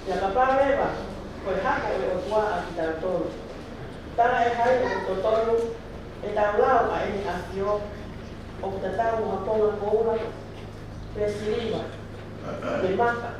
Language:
Tongan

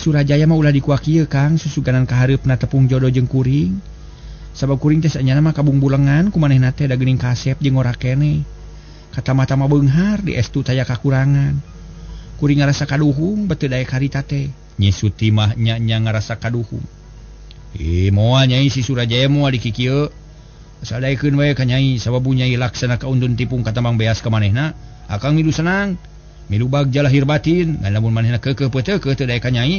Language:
Sundanese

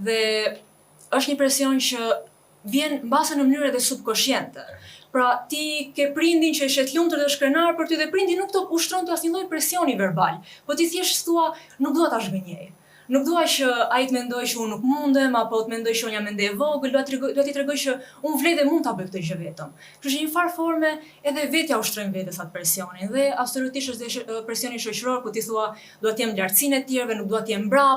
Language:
Albanian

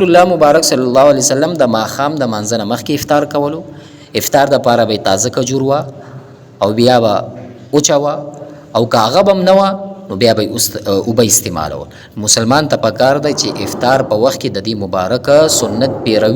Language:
Pashto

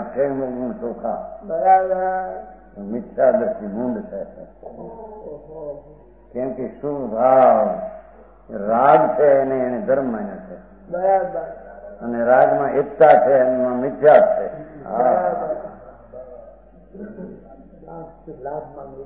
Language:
Gujarati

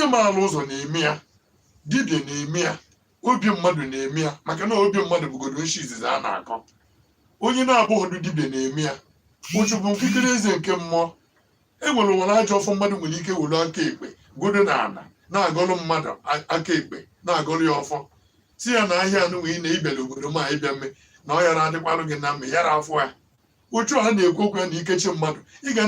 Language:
Igbo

